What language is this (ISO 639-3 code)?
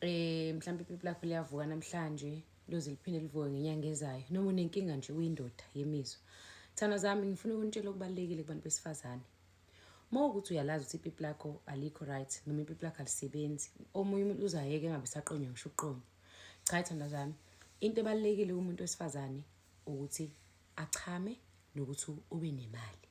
zul